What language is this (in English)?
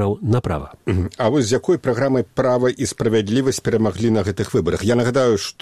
Belarusian